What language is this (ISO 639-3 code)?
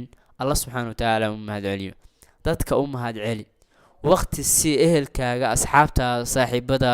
som